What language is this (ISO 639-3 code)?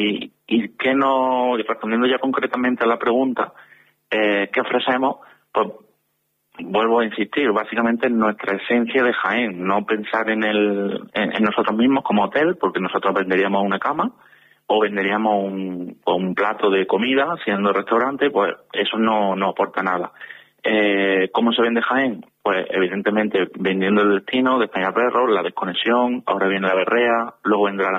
spa